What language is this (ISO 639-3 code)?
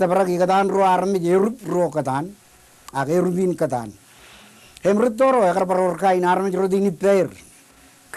mah